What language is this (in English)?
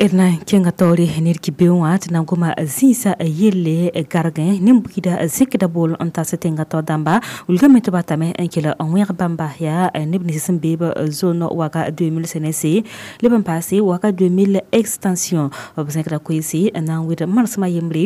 Mossi